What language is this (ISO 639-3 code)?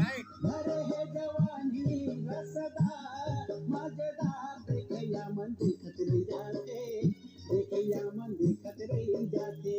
hne